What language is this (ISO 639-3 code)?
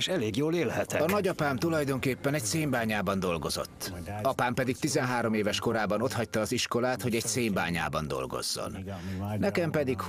hun